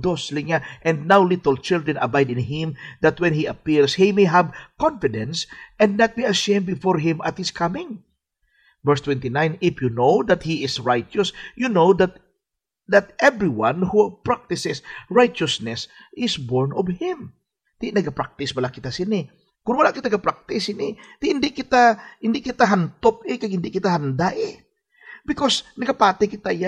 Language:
Hiligaynon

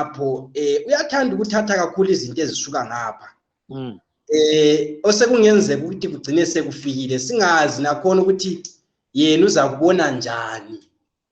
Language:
North Ndebele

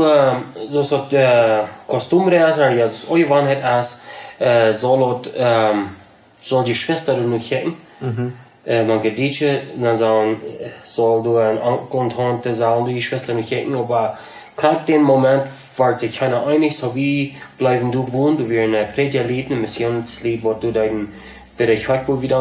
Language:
Plautdietsch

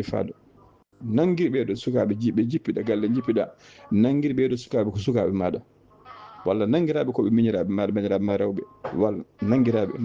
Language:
Fula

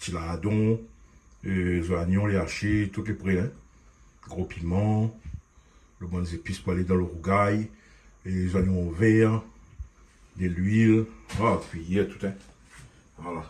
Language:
Réunion Creole French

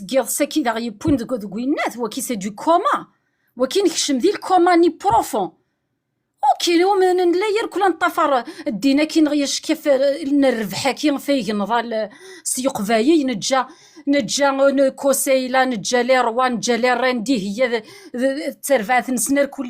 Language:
Kabyle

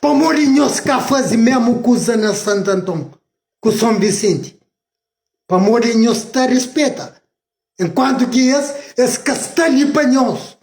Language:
Kabuverdianu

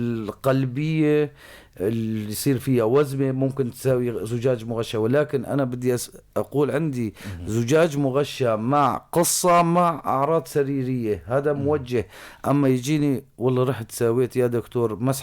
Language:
North Levantine Arabic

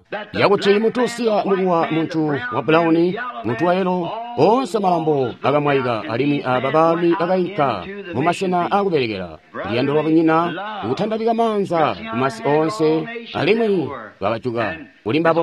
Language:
Tonga (Zambia)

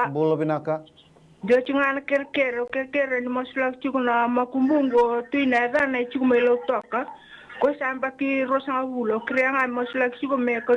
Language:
Fijian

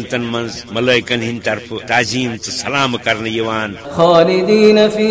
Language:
Kashmiri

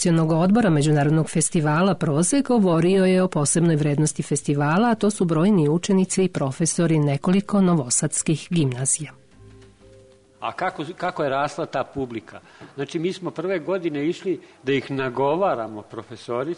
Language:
Serbian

